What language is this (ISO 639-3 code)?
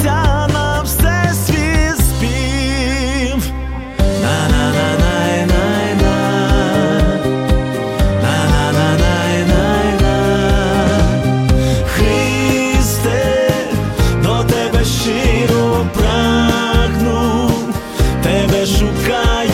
ukr